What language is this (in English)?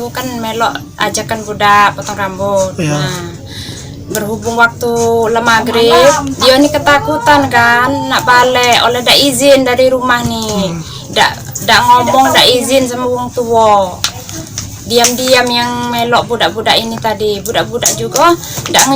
Musi